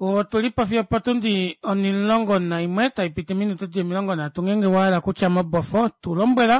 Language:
Kuanyama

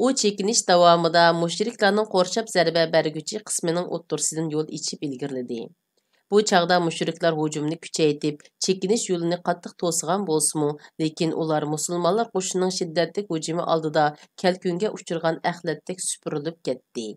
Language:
Uyghur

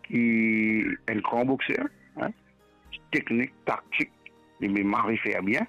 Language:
Morisyen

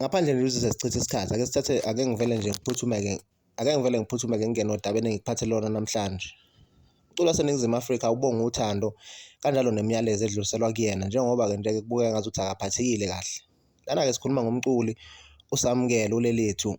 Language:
Zulu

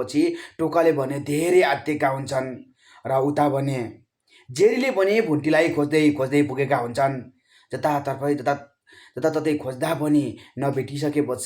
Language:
Nepali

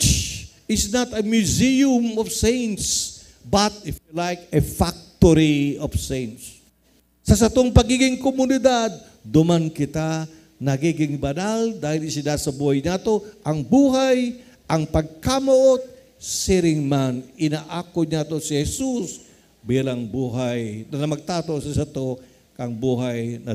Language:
Bikol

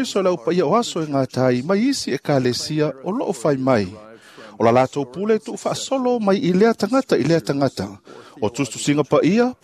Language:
Samoan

